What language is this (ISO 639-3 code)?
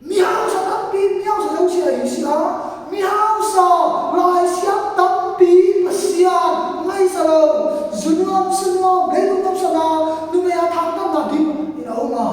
ctd